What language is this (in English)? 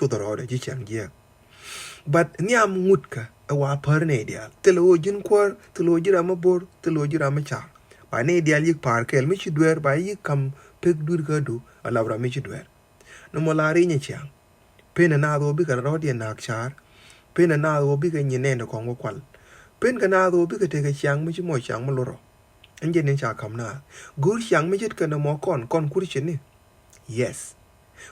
Nuer